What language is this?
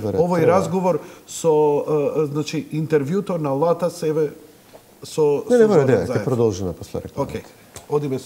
Macedonian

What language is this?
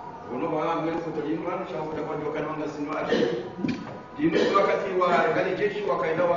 Swahili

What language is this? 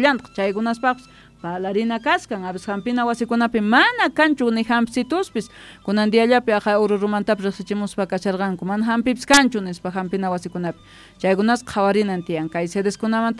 South Bolivian Quechua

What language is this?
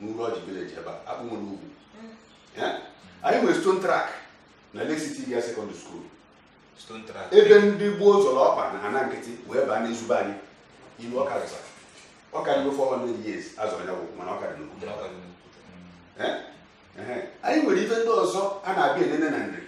Igbo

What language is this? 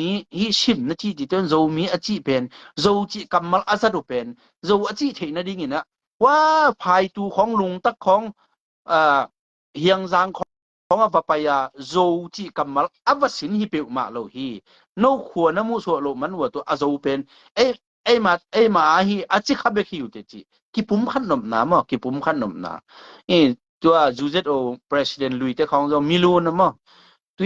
Tedim Chin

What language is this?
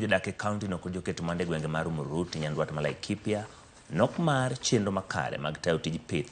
Luo (Kenya and Tanzania)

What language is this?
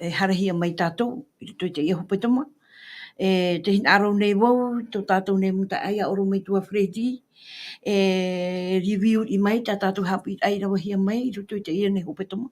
Tahitian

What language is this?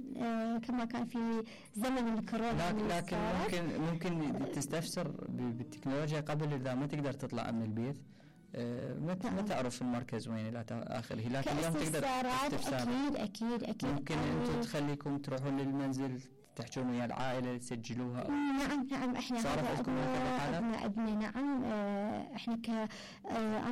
Mesopotamian Arabic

